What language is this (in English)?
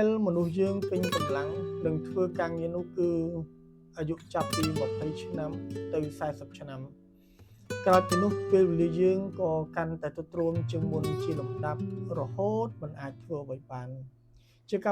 Khmer